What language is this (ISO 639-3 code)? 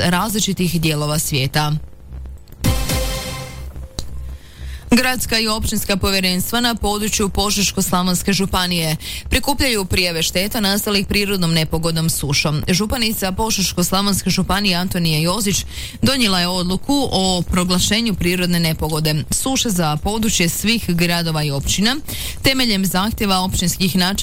hrv